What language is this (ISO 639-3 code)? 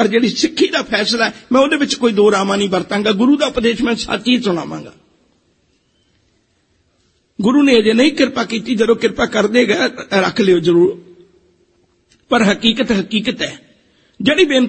pan